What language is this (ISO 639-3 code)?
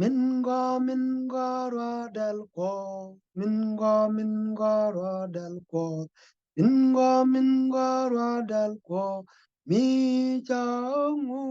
nus